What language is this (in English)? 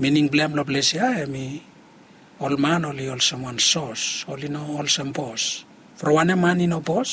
Bislama